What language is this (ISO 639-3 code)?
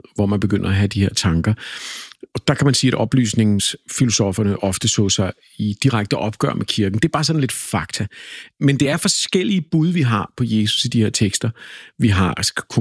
dan